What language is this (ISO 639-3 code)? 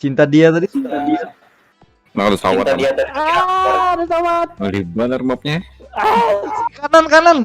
bjn